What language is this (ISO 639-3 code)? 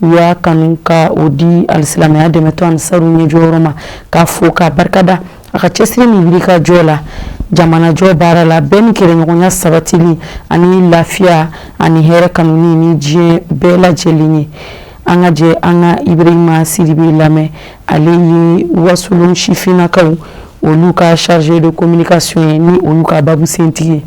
bam